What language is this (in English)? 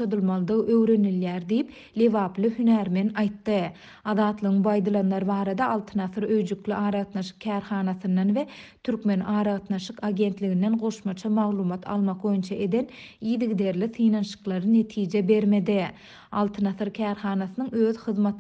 Turkmen